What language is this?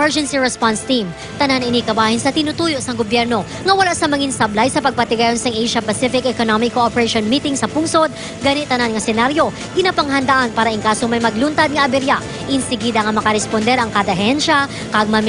Hiligaynon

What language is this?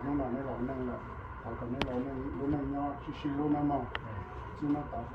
Hmong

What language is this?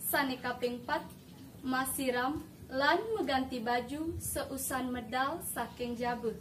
Balinese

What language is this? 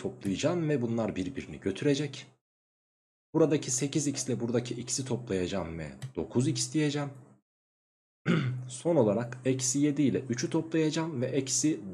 Turkish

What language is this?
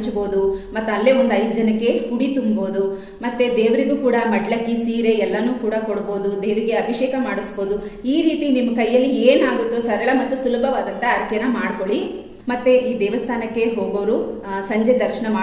Kannada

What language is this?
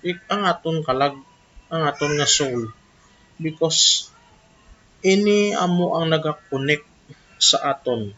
Hiligaynon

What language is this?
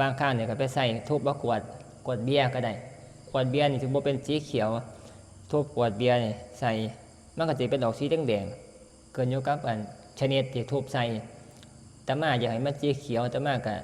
Northeastern Thai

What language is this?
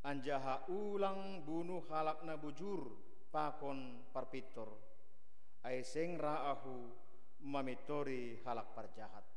Batak Simalungun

